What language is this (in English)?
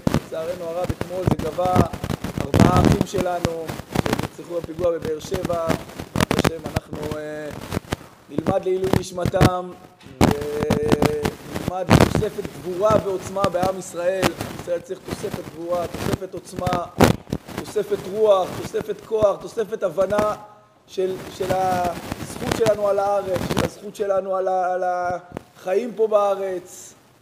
Hebrew